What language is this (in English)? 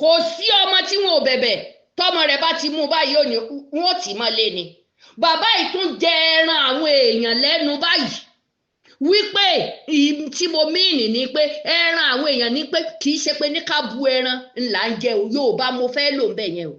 Yoruba